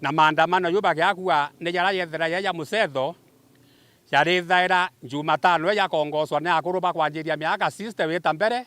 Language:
Meru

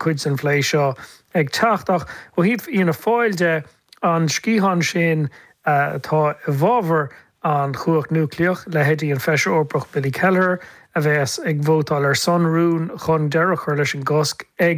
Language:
Irish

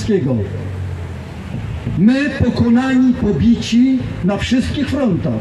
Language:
Polish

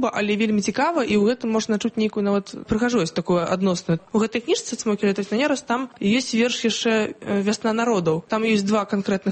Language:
Belarusian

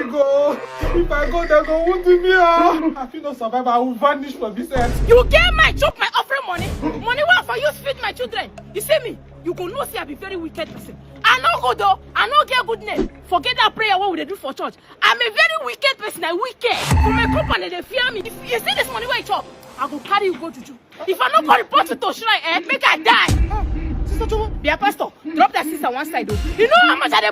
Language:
Nigerian Pidgin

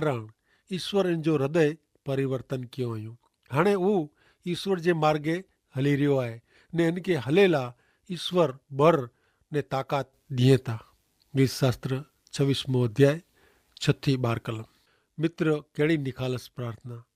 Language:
Kachhi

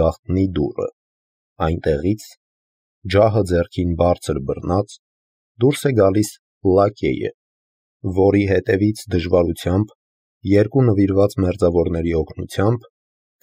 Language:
Armenian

